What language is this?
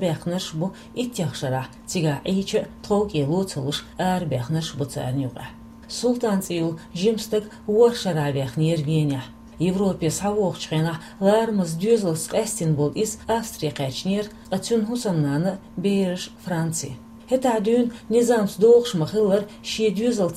Chechen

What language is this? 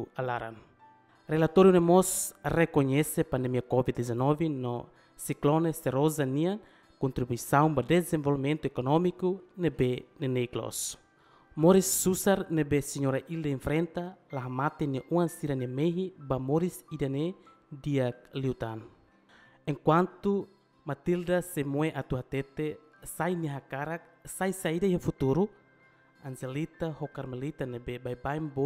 Tetum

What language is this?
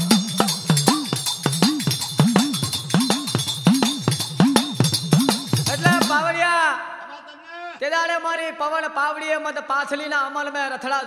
Gujarati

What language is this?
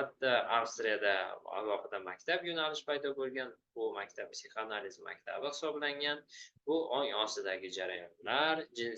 Uzbek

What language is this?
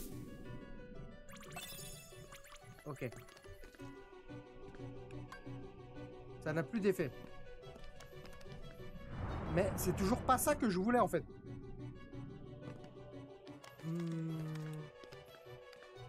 French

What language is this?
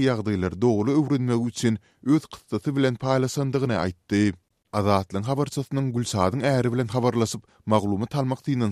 Turkmen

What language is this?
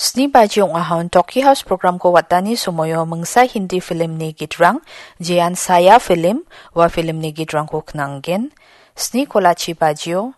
Garo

